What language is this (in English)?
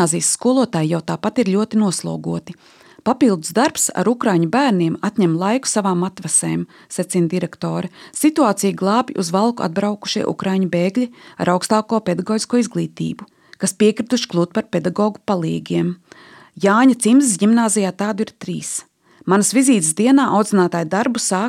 Latvian